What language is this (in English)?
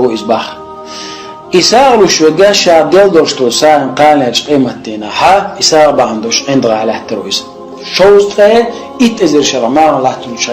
Chechen